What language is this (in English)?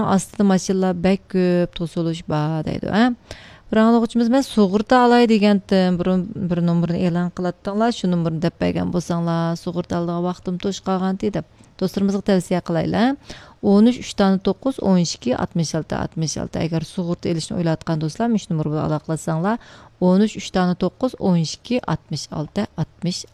Uyghur